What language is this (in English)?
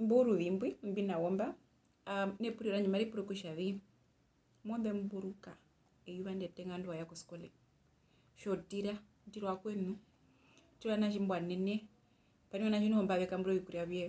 Herero